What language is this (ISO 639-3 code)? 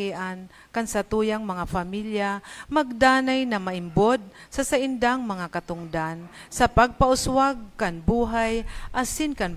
bik